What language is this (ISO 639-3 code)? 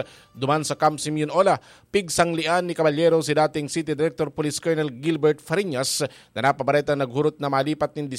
bik